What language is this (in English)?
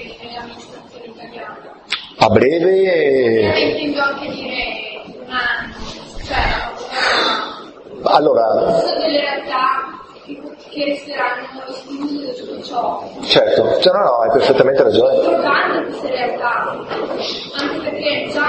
Italian